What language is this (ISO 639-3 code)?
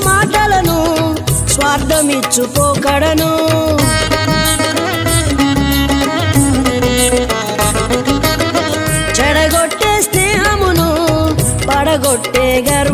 tel